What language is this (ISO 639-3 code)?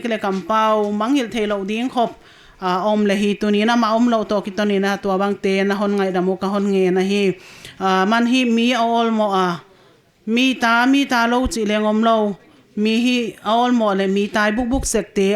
pck